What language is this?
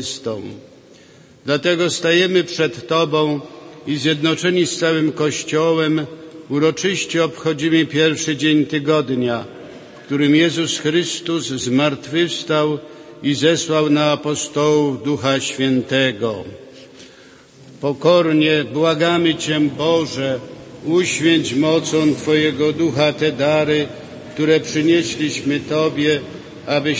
Polish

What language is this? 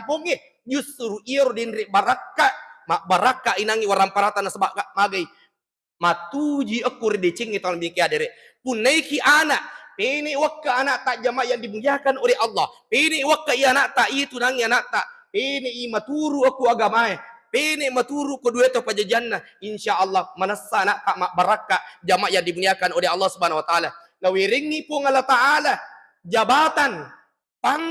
Buginese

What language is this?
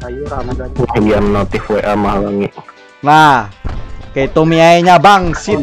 Banjar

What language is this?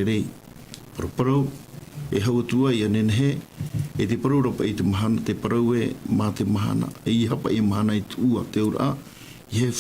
Tahitian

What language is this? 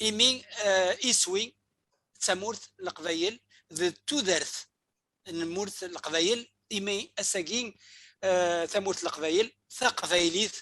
Kabyle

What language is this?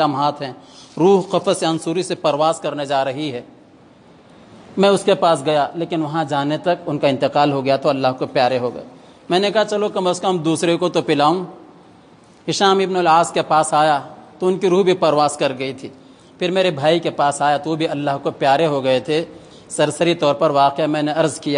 Urdu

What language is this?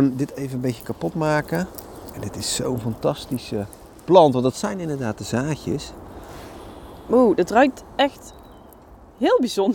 Dutch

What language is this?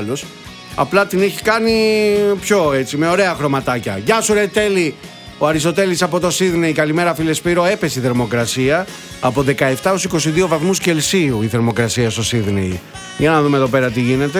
Greek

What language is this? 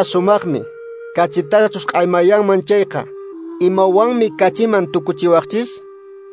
Quechua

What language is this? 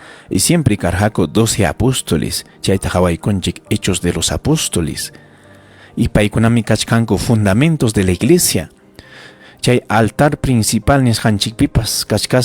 Ayacucho Quechua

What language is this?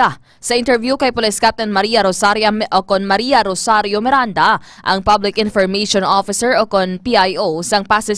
Hiligaynon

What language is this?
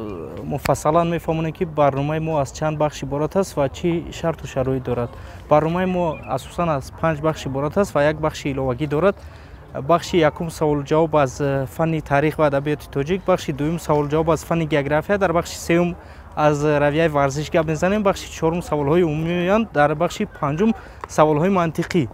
Tajik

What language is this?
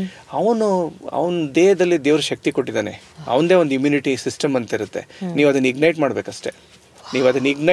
Kannada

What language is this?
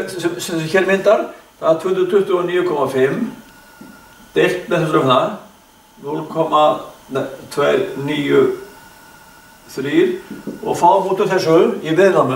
Icelandic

